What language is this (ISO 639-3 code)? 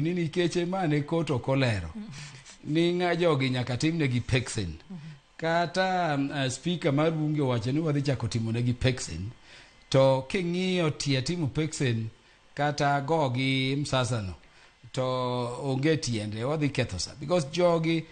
luo